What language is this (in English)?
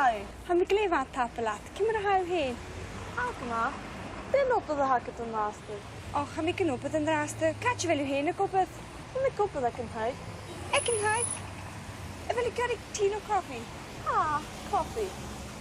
Scottish Gaelic